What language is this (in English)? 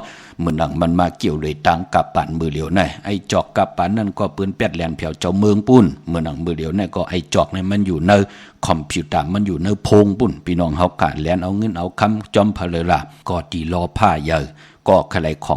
Shan